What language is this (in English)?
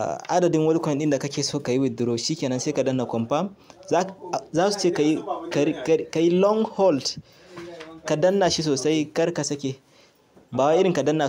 Hausa